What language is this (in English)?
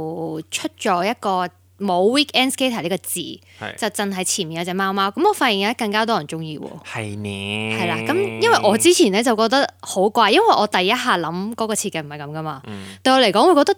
Cantonese